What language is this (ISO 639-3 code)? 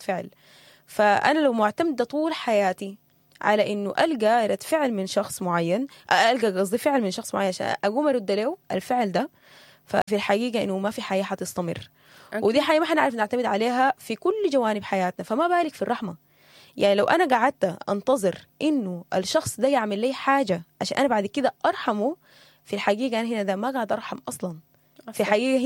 apd